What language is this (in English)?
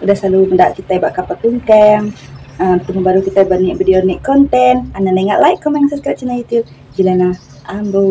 Iban